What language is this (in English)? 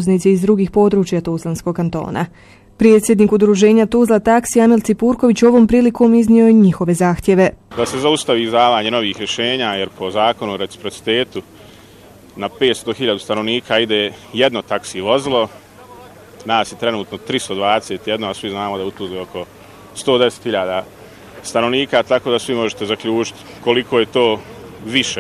Bosnian